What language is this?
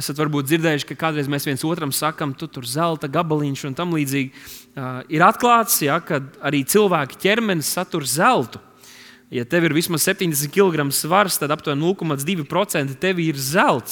Latvian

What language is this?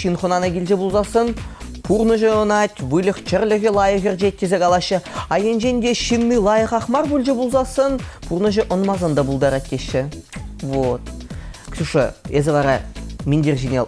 Chuvash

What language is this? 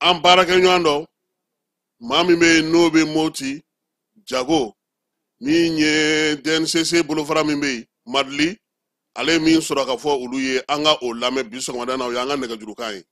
Bambara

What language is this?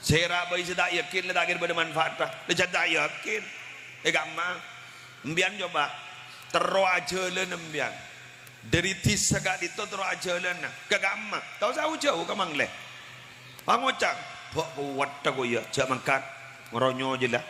Madurese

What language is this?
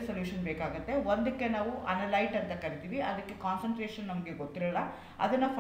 Kannada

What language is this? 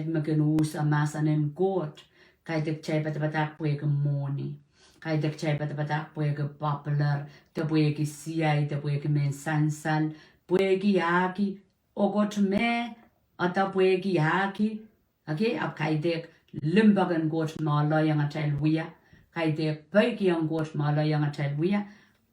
Pohnpeian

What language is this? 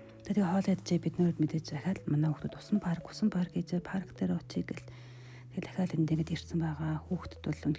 Mongolian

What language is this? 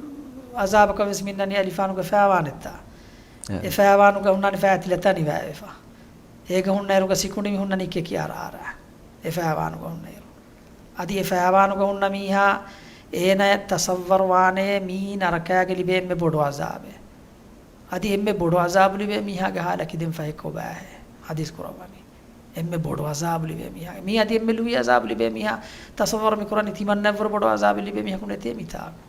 Divehi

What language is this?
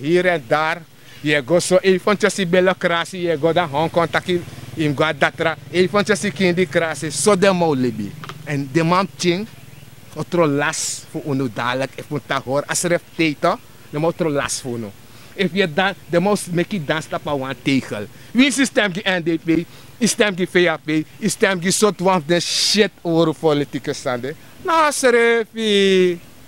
Sranan Tongo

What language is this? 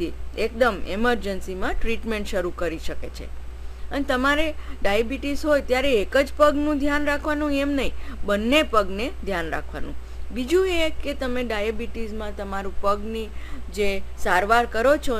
Gujarati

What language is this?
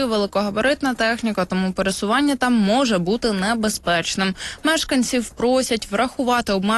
Ukrainian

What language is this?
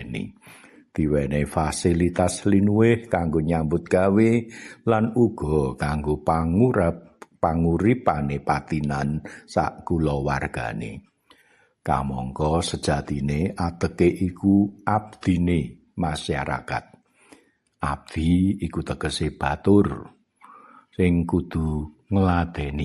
Javanese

